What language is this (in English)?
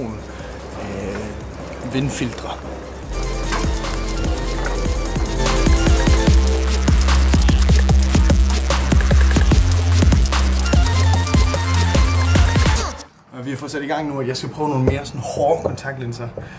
Danish